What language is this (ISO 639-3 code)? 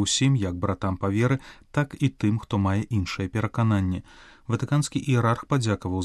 bel